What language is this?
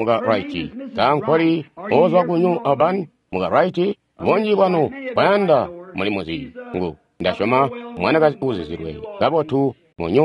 Tonga (Zambia)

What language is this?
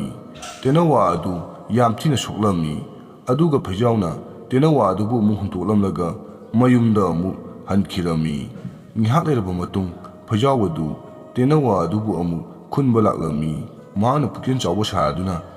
Manipuri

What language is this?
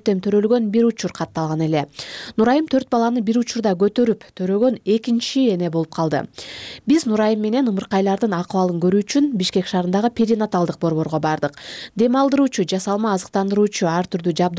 Kyrgyz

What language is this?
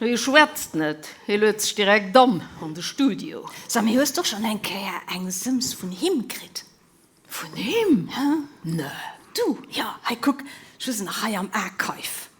Luxembourgish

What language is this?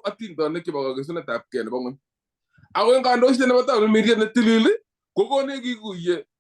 Kalenjin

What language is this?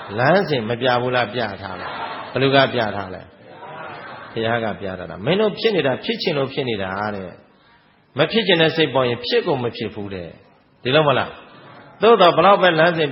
Burmese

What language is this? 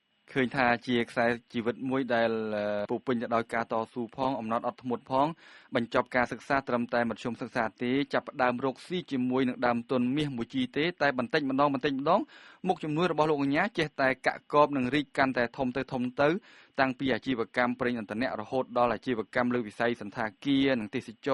Khmer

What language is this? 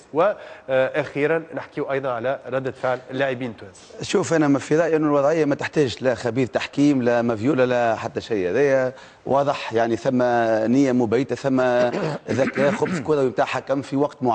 Tunisian Arabic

